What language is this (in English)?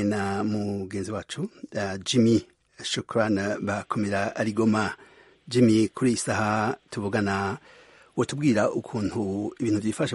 Kinyarwanda